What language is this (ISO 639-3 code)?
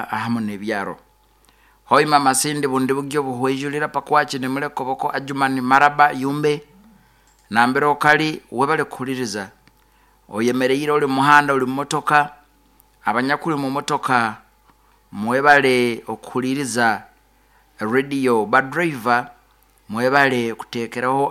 nyo